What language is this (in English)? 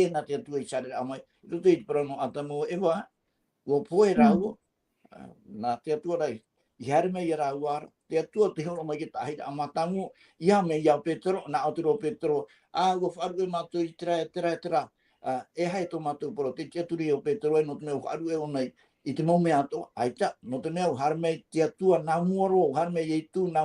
Tahitian